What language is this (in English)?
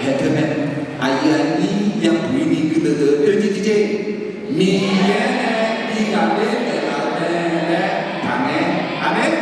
Akha